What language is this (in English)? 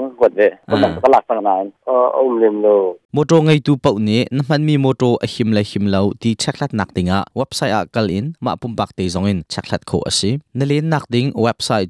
Hakha Chin